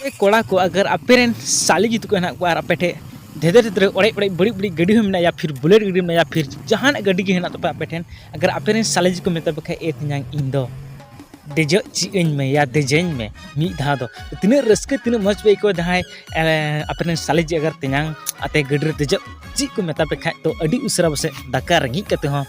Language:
Santali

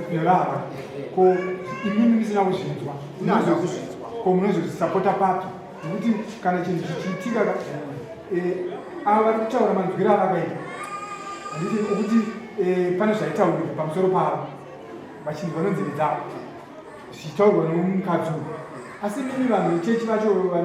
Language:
Shona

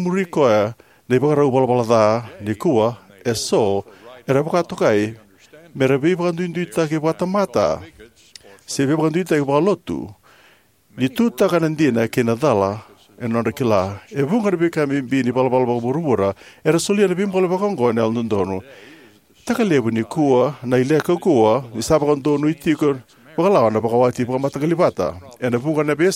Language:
Fijian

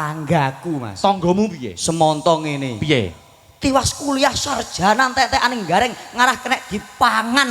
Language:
Javanese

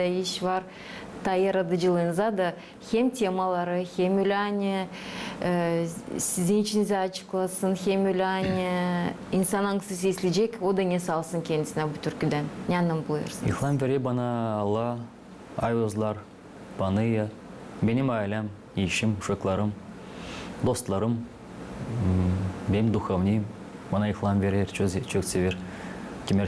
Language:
Gagauz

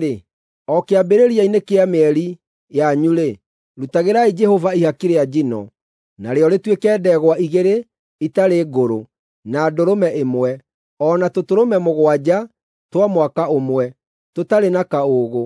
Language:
Kikuyu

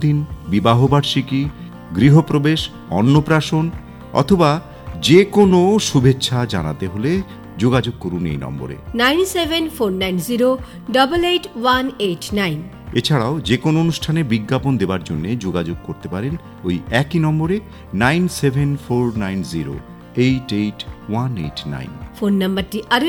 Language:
Bangla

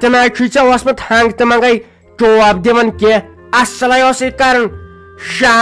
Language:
Kashmiri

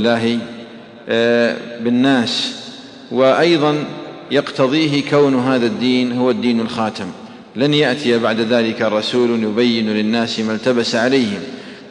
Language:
Arabic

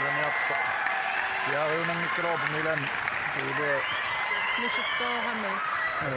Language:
Kalaallisut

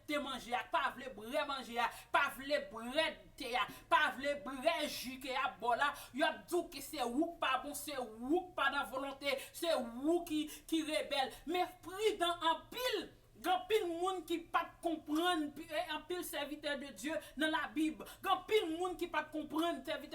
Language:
Haitian Creole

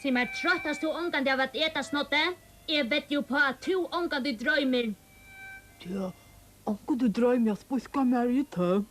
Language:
Faroese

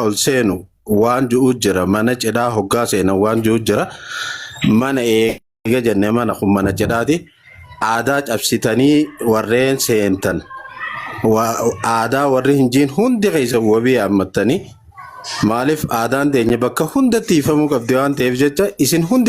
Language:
Oromo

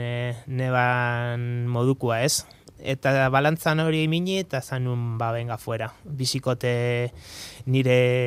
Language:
Basque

